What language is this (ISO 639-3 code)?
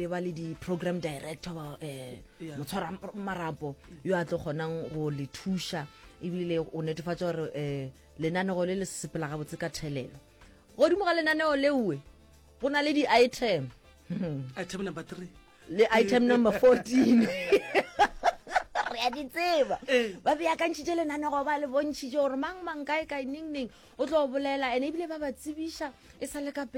nso